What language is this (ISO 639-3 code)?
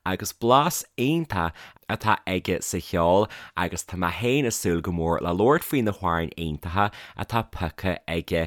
gle